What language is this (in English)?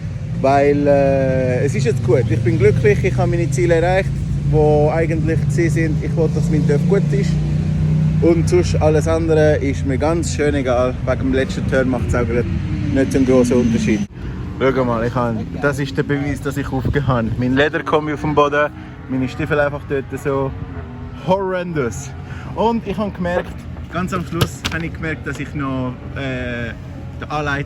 Swiss German